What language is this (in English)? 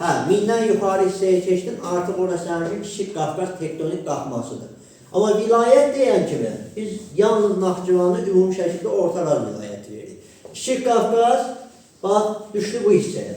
Azerbaijani